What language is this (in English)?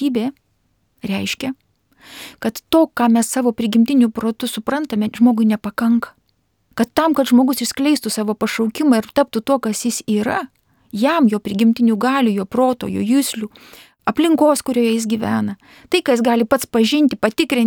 Lithuanian